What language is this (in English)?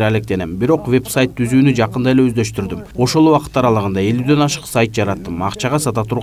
Kyrgyz